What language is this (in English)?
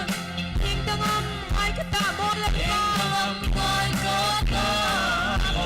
Hmar